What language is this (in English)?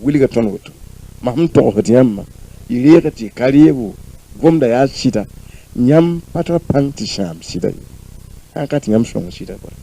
Mossi